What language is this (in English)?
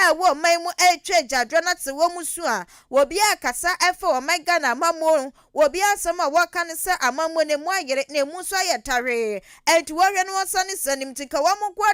Akan